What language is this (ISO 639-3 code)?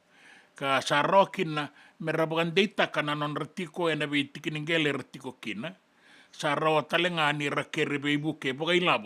fij